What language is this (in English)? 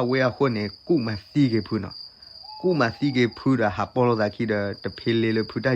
S'gaw Karen